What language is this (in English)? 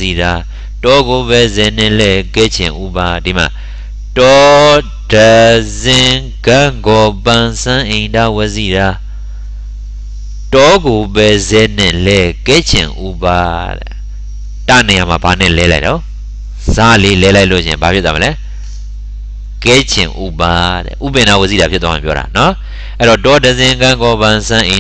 Burmese